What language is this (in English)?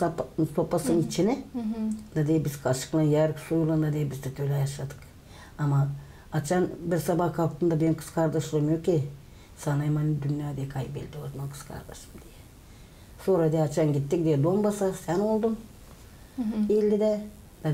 Gagauz